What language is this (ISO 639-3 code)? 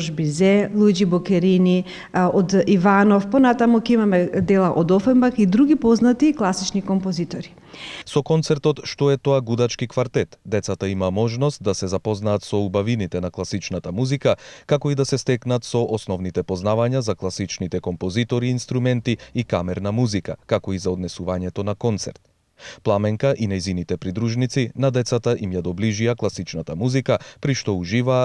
mkd